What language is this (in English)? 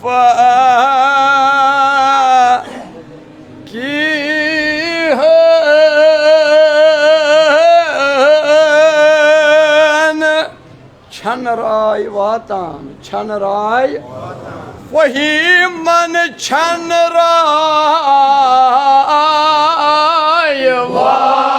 Kashmiri